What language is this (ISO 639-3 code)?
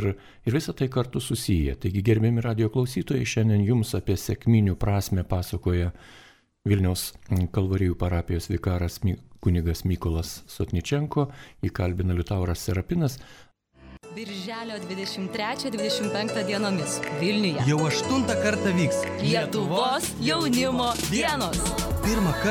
lit